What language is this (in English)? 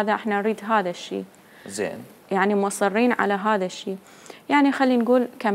Mesopotamian Arabic